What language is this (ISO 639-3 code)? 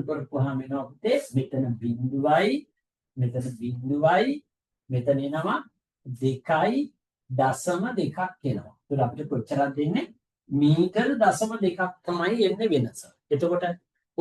sin